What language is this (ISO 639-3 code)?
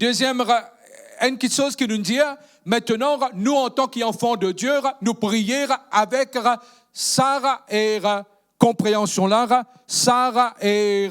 mfe